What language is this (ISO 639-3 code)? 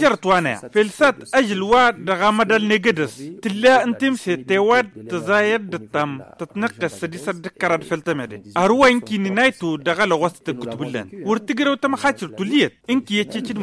taq